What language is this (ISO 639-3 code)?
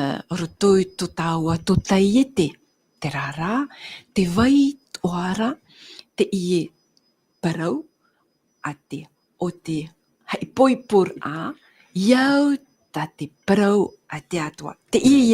tah